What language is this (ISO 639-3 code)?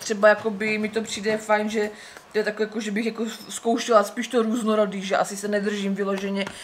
ces